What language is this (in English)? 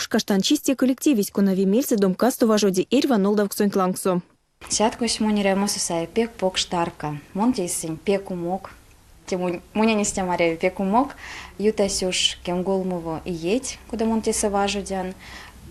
Erzya